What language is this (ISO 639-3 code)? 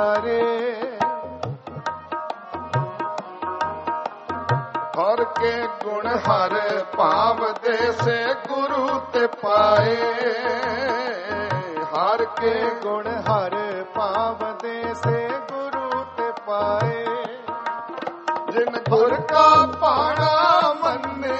pan